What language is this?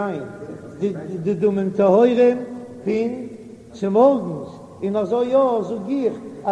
Yiddish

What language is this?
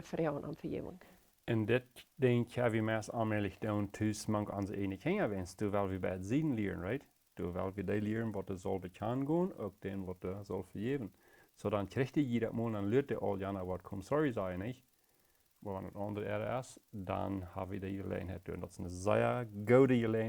Plautdietsch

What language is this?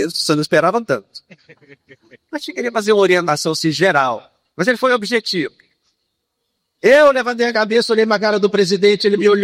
Portuguese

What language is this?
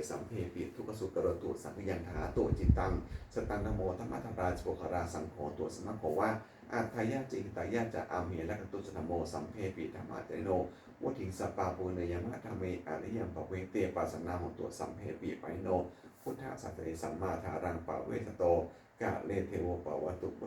Pali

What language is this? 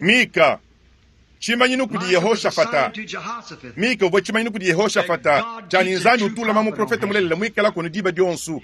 Luba-Lulua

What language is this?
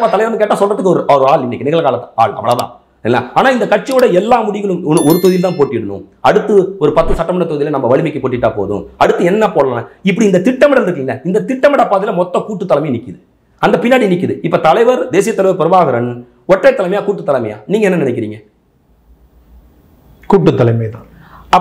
Tamil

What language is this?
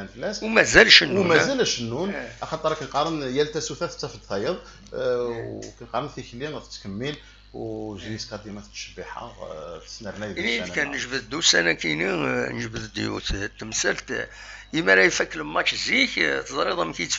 Kabyle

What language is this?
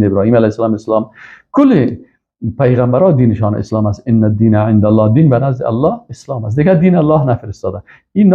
Persian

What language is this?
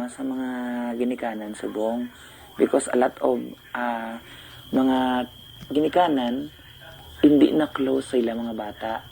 Hiligaynon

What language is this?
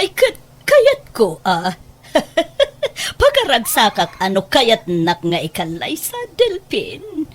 Iloko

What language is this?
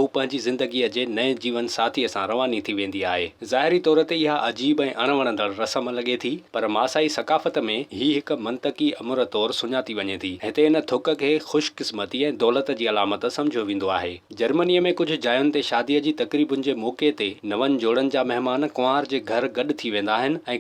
Sindhi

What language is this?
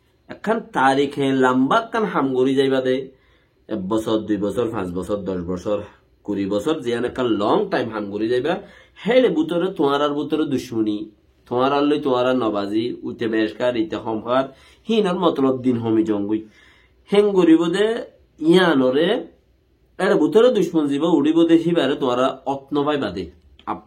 Rohingya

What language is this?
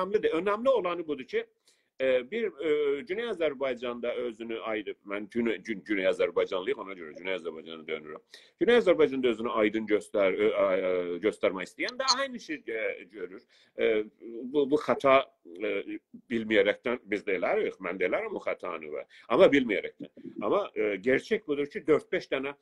South Azerbaijani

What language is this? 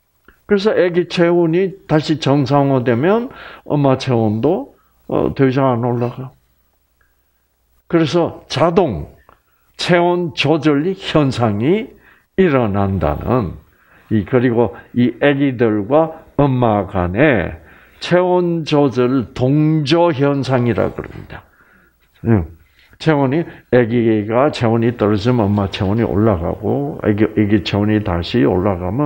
Korean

